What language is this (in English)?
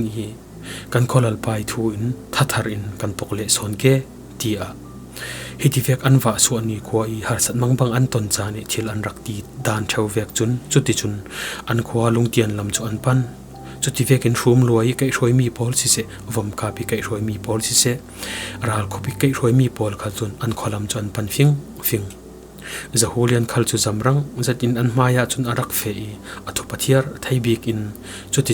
Falam Chin